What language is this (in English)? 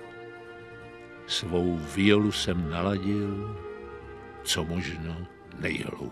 Czech